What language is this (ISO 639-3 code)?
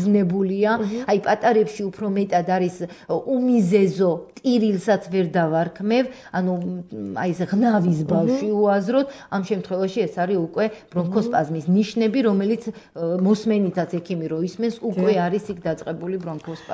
kat